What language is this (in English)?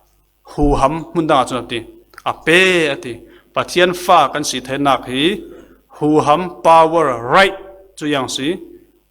Falam Chin